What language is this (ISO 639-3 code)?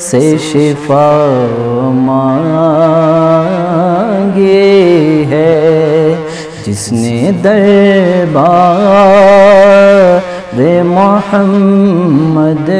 brh